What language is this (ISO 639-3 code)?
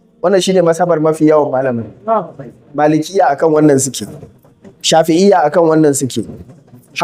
hau